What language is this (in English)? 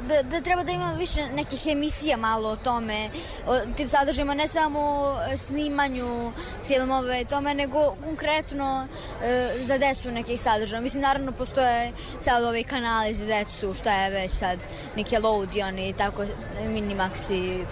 Serbian